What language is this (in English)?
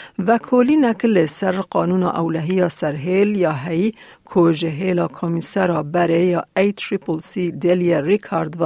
Kurdish